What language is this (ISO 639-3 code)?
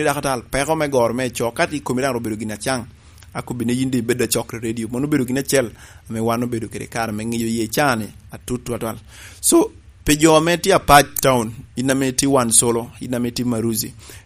laj